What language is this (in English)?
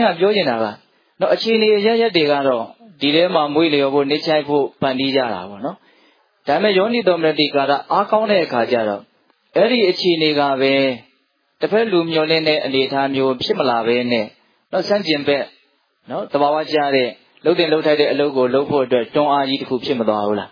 Burmese